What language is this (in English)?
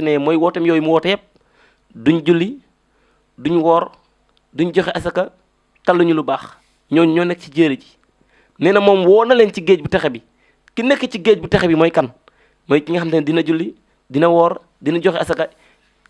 Wolof